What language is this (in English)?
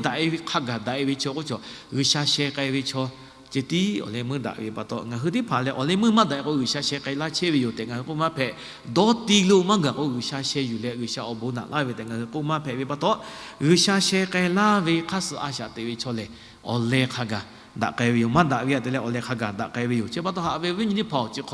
Lahu